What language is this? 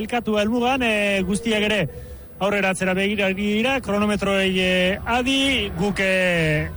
Basque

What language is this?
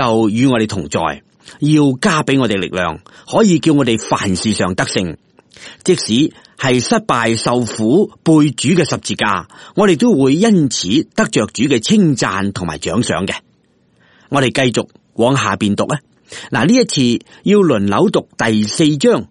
Cantonese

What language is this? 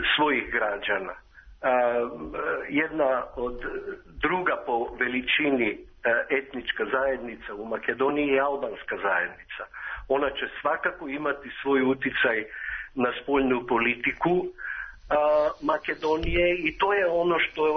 Serbian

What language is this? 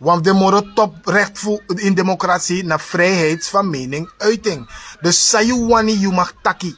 Sranan Tongo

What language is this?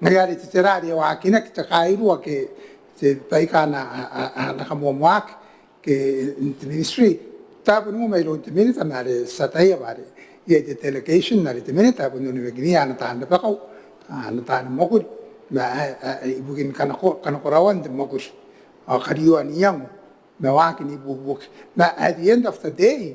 Gilbertese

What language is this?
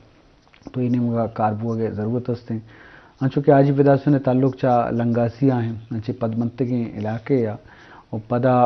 Eastern Balochi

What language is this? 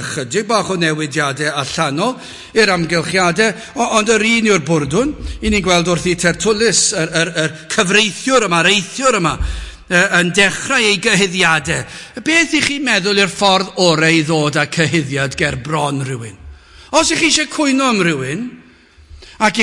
Welsh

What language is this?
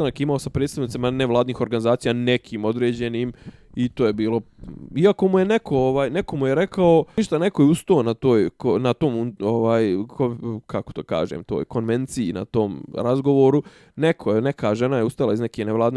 Bosnian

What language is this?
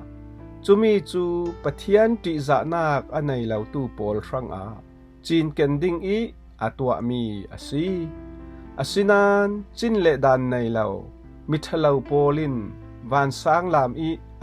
Falam Chin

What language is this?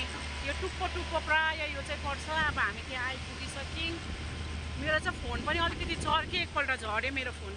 Nepali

